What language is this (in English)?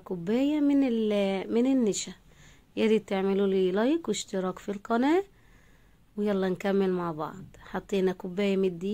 Egyptian Arabic